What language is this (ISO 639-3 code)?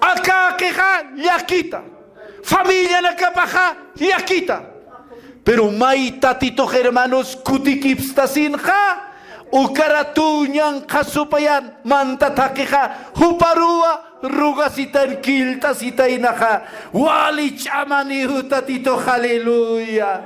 aym